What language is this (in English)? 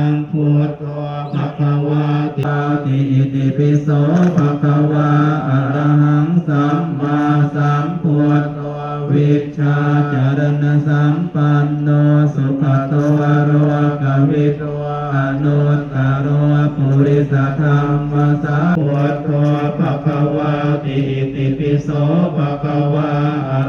Pali